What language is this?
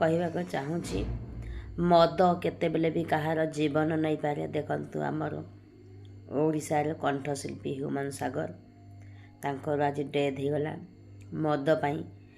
Odia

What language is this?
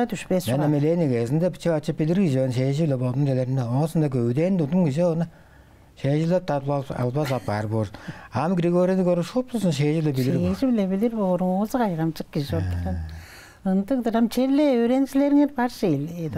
Tuvinian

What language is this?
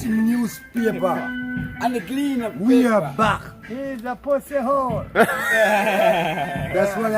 Jamaican Creole English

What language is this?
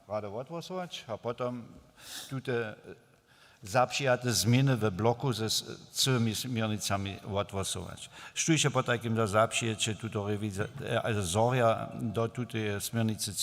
Upper Sorbian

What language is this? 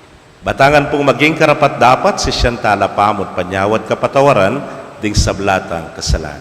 Pampanga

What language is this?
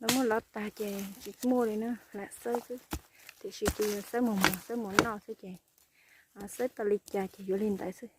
Hmong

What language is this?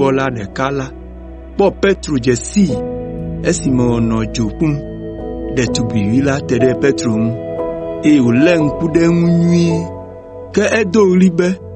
Ewe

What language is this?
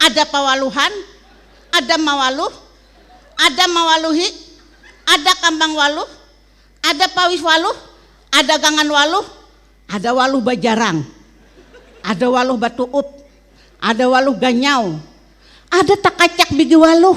Banjar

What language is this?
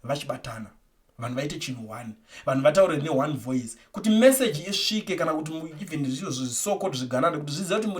Shona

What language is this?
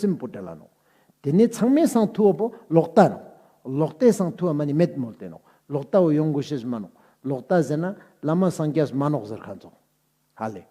Ladakhi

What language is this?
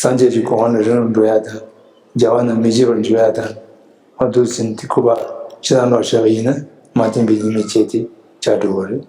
Tibetan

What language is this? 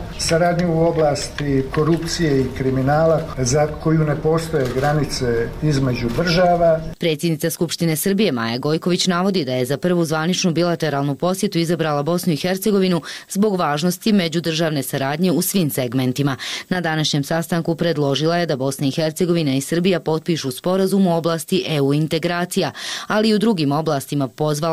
Serbian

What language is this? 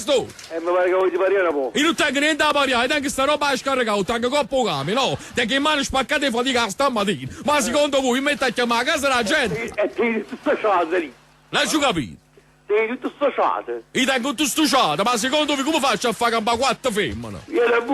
Neapolitan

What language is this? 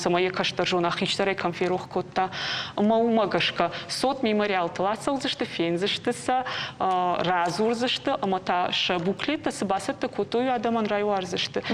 Ossetic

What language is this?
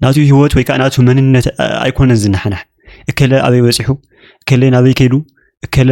Tigrinya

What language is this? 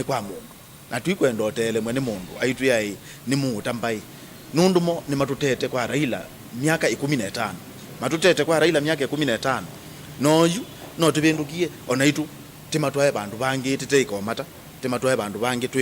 Kamba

